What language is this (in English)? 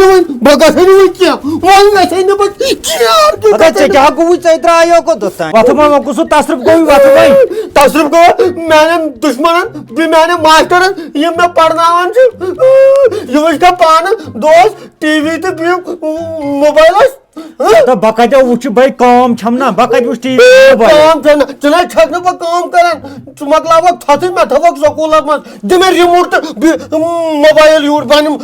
Kashmiri